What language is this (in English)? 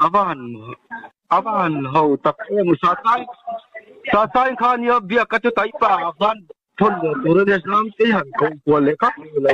Mizo